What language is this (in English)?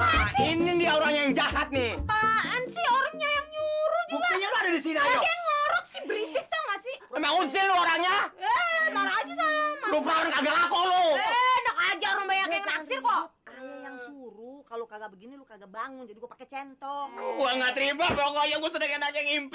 Betawi